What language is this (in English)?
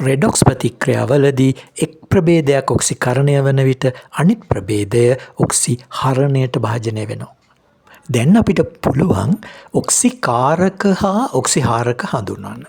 Sinhala